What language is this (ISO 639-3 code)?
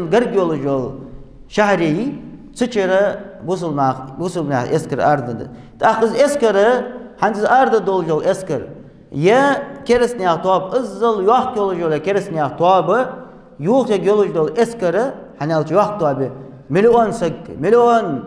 inh